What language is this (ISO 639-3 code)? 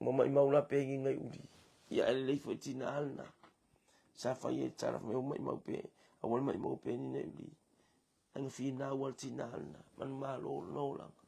smo